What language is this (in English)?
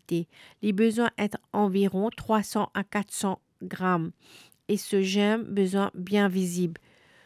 Morisyen